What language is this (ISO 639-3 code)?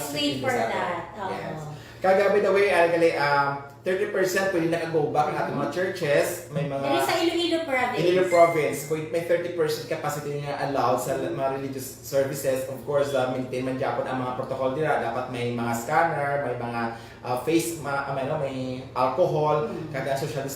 hil